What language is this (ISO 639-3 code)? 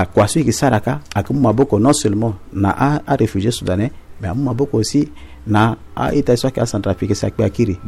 sag